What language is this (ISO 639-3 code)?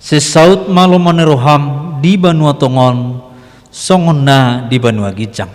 bbc